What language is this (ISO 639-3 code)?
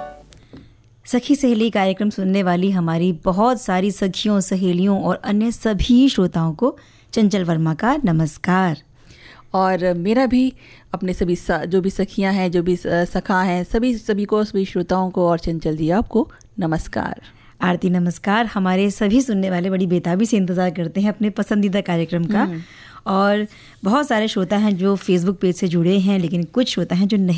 hin